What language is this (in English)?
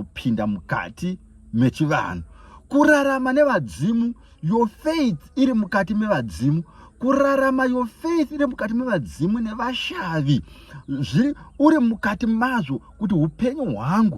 Shona